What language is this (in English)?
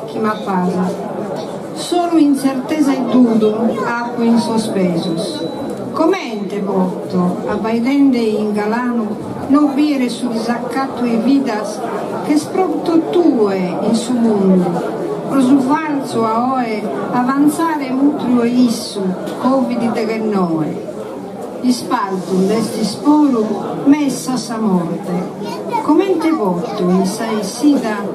Sardinian